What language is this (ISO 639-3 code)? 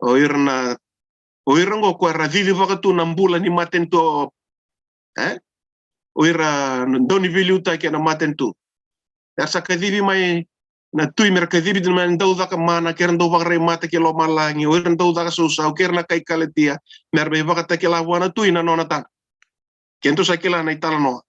fij